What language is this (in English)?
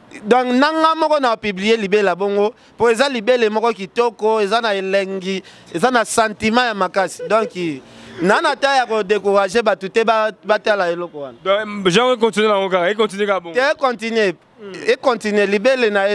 Lingala